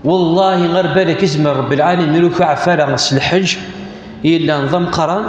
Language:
Kabyle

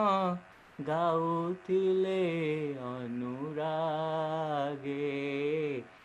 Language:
Odia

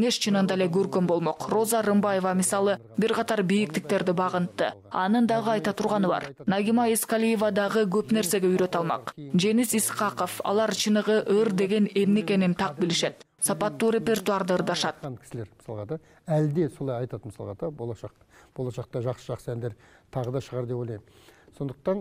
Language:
Kyrgyz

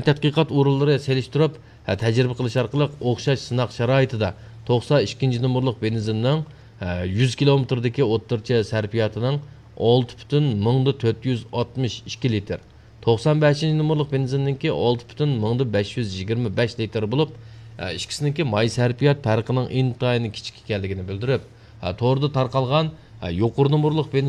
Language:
Uyghur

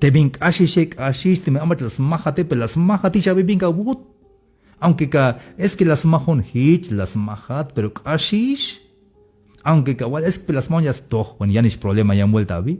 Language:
Tzeltal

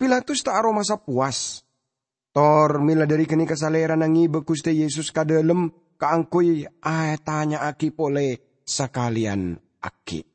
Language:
Madurese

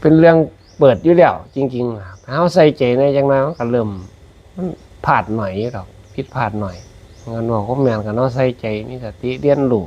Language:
Northeastern Thai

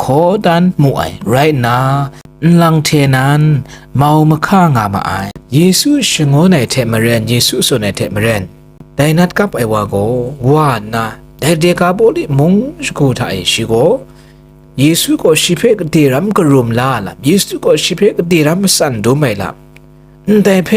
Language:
Kachin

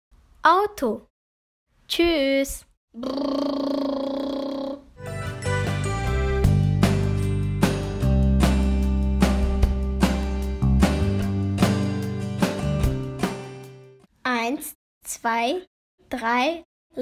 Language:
German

